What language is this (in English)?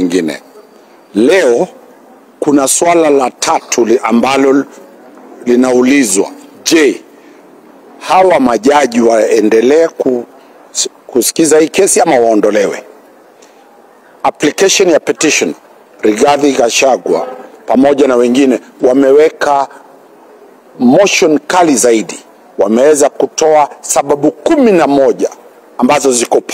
Swahili